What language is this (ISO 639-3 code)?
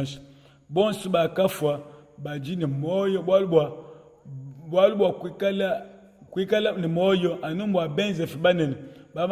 lua